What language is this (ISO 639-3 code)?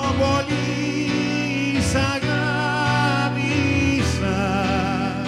ell